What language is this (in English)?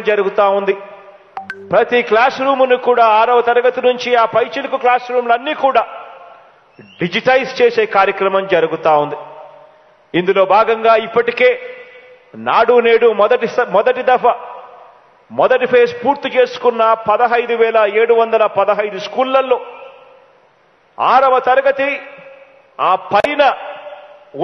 Telugu